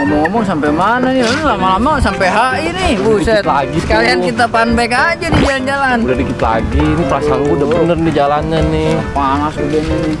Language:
Betawi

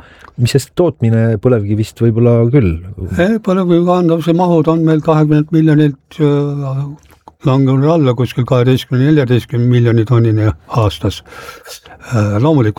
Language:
Estonian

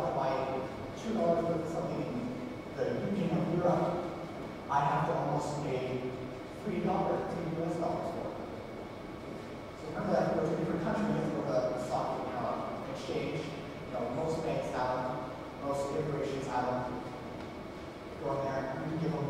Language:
English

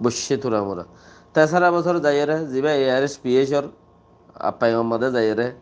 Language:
Rohingya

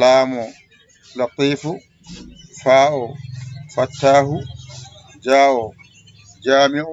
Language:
Fula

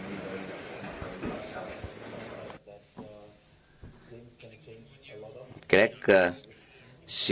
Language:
Catalan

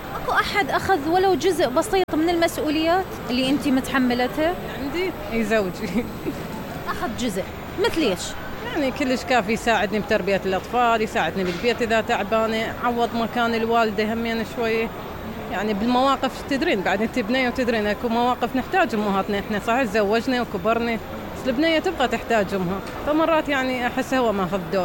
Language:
Mesopotamian Arabic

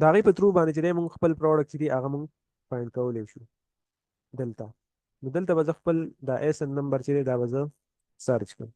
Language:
Pashto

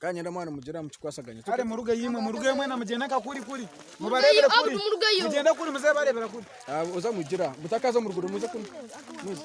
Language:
Nyankole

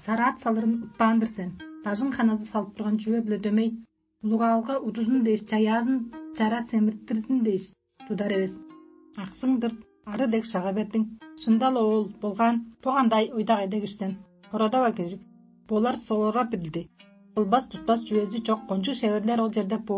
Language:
Tuvinian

